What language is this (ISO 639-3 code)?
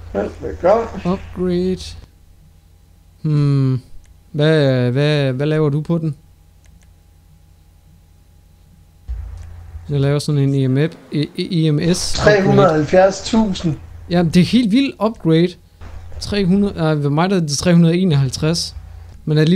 dan